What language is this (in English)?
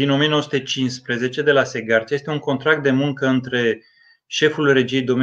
Romanian